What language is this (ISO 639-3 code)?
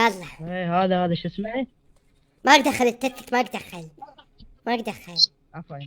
acm